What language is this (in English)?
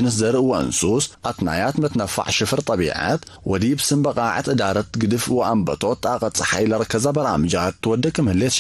Tigre